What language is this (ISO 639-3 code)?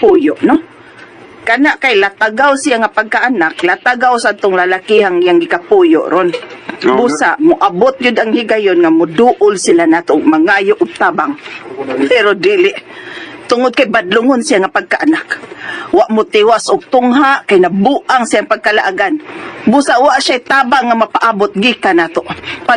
ceb